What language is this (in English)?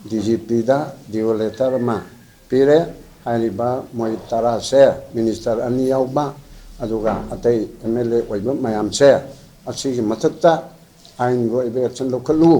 Manipuri